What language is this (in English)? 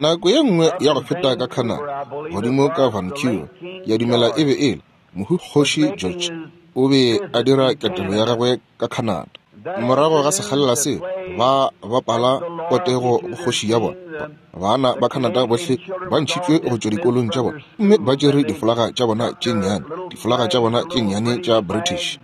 Northern Sotho